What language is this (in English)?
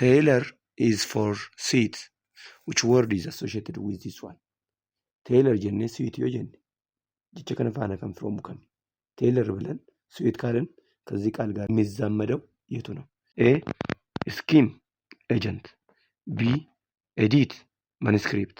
Oromo